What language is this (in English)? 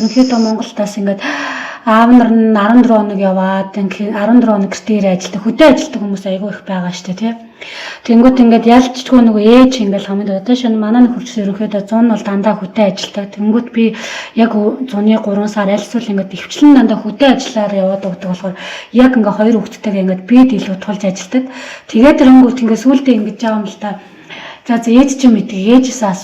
Mongolian